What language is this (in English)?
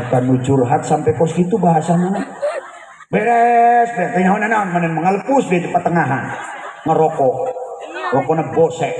Sundanese